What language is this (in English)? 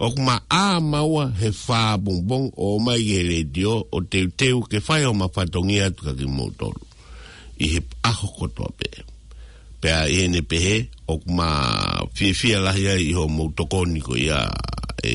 Tongan